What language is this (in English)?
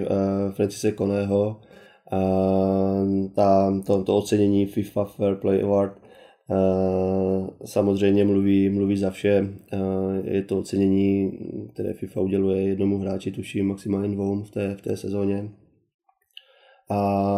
Czech